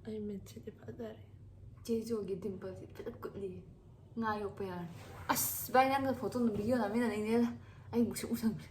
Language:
Manipuri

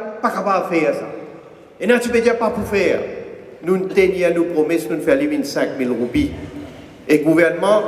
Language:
Morisyen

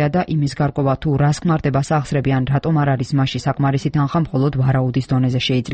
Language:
Georgian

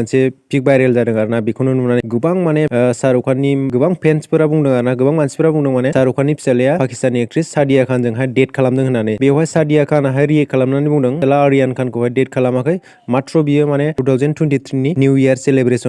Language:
Bodo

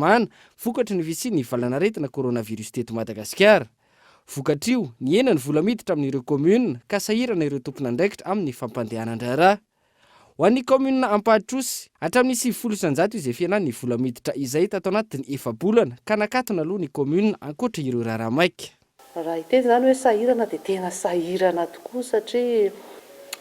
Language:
Malagasy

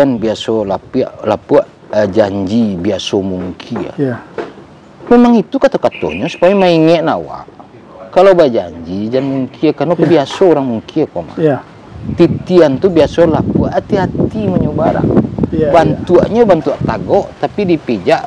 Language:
Minangkabau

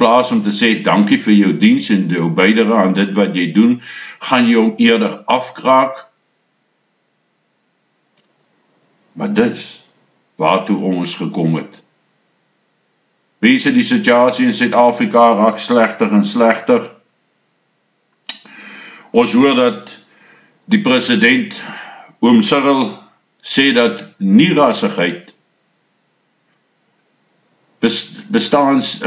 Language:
Afrikaans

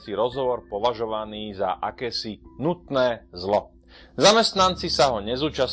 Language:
Slovak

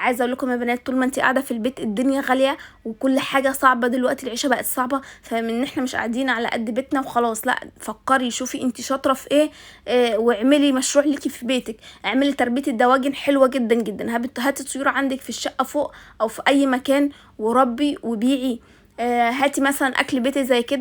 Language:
Egyptian Arabic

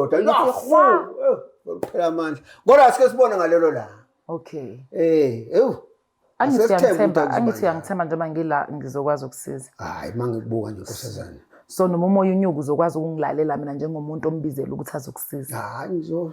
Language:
Zulu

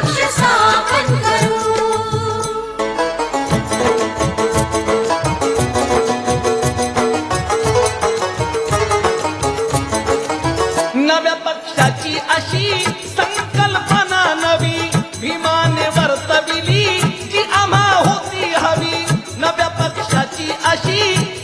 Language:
Marathi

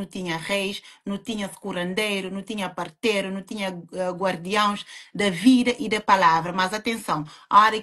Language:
Kabuverdianu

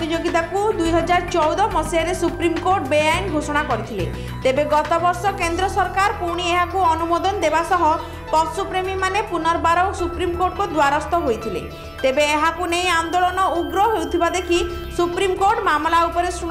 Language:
Odia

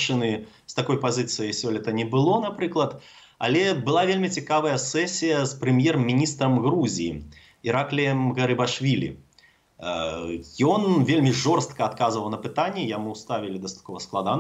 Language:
Belarusian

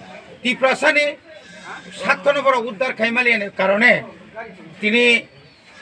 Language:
Kok Borok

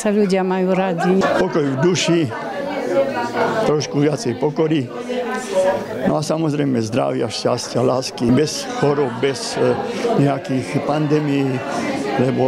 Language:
Slovak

